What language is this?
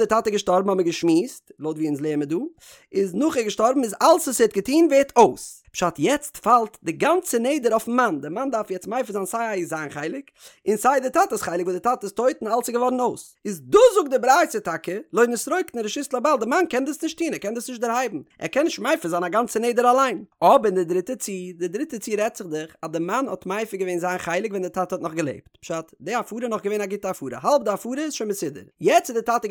Yiddish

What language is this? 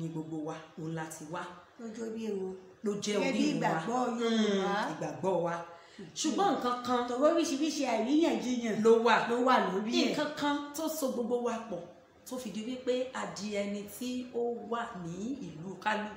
Yoruba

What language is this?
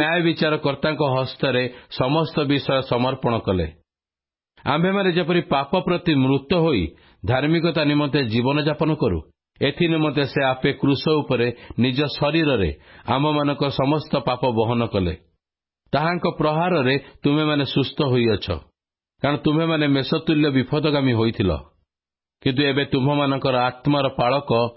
Odia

